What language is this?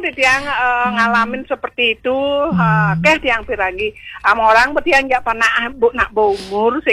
Balinese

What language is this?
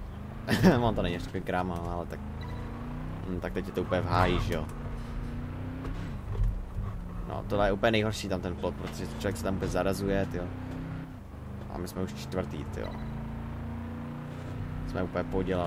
Czech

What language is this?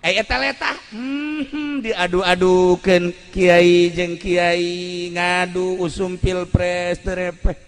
Sundanese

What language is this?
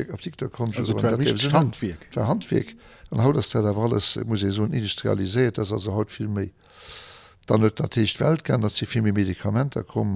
Luxembourgish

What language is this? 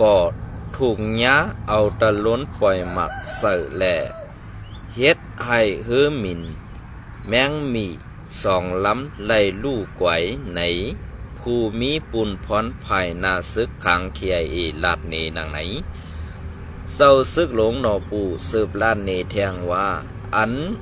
Shan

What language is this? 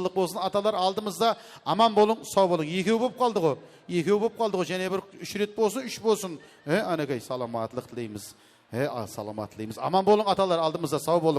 Kara-Kalpak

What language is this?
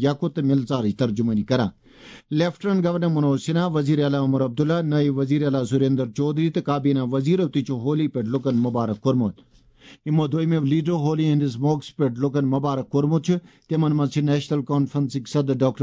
Kashmiri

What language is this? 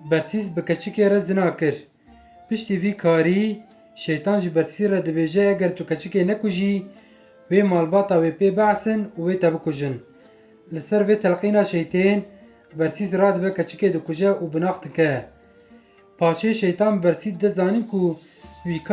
Kurdish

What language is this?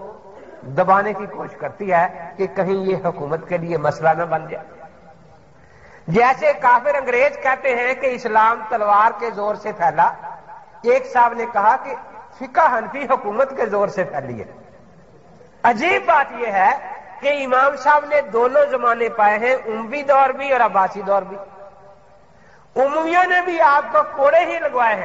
Urdu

